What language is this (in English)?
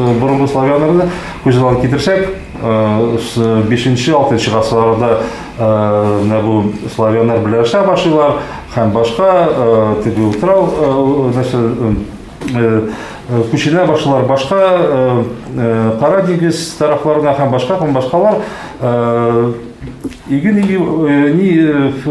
Tatar